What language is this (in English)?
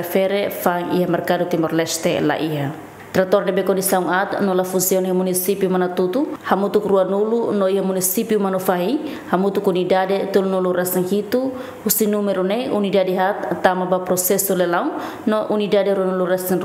Tetum